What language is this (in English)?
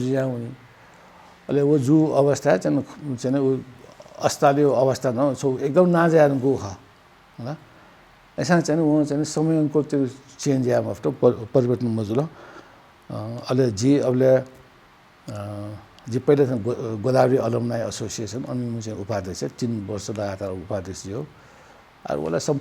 Newari